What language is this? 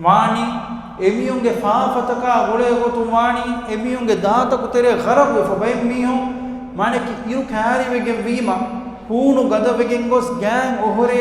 Divehi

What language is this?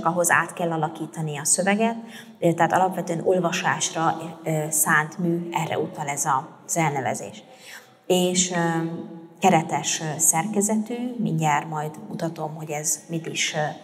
Hungarian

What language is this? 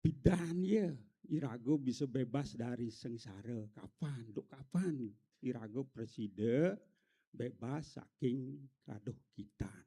Balinese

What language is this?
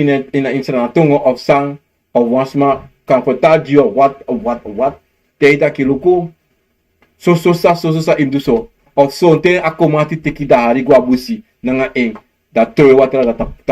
Sranan Tongo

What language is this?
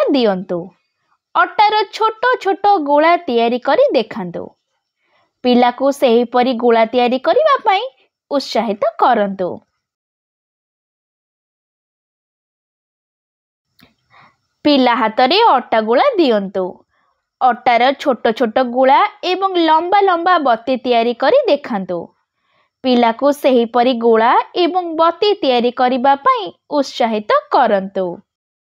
Odia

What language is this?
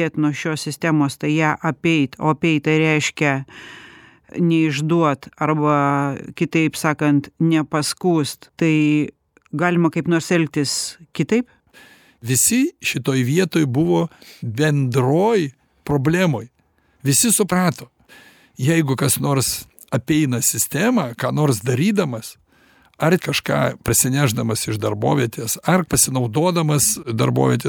Lithuanian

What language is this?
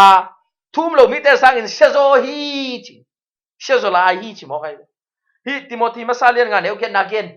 Tedim Chin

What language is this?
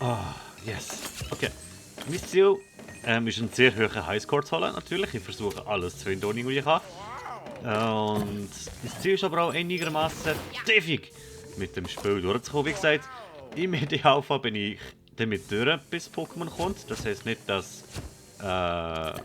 Swiss German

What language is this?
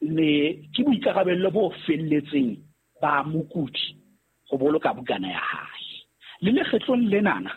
Southern Sotho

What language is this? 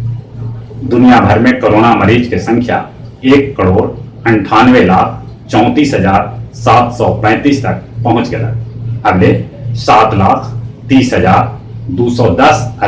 Magahi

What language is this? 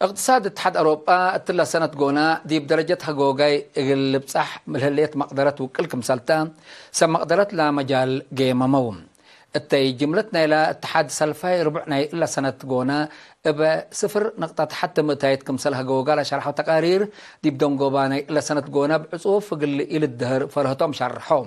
Tigre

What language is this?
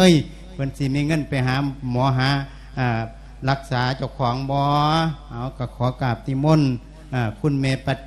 Lao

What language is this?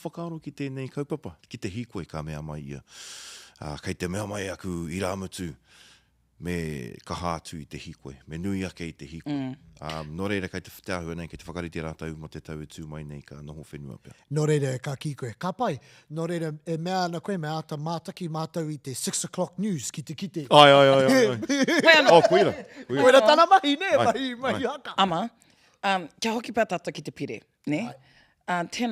Māori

